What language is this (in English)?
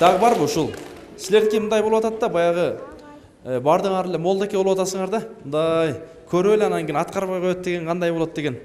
Kyrgyz